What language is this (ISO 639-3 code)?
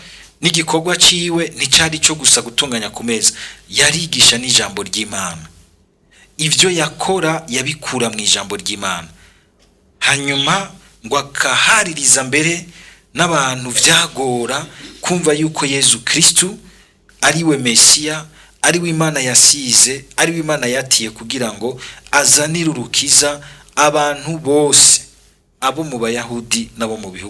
run